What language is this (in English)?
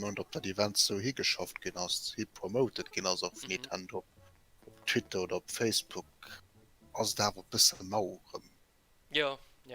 Luxembourgish